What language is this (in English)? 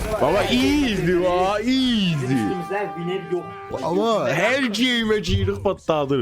South Azerbaijani